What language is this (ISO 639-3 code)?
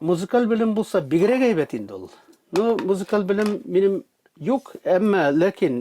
tat